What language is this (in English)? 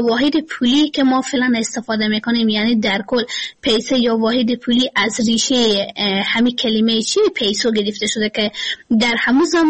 Persian